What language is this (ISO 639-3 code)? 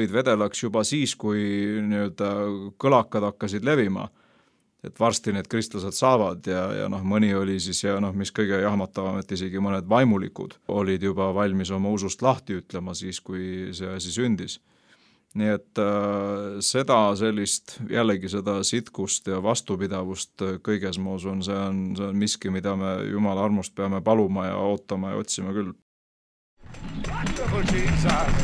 est